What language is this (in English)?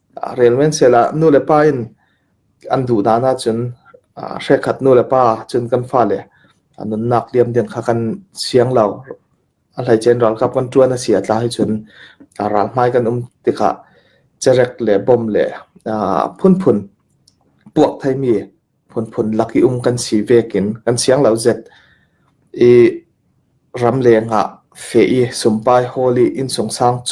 Hakha Chin